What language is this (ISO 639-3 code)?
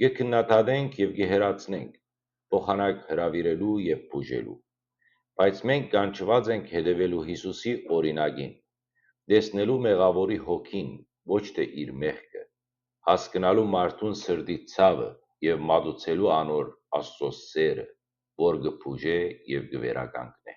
hyw